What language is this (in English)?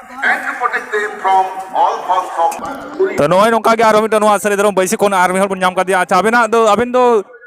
Santali